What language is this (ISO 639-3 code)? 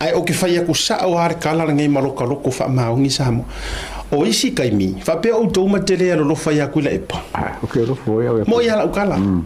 smo